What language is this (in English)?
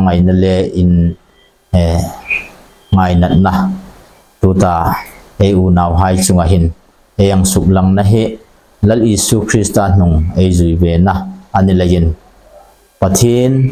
Hmar